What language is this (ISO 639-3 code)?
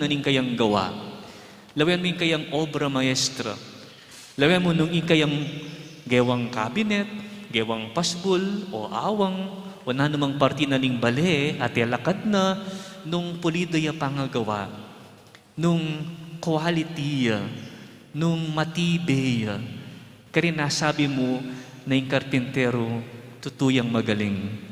pam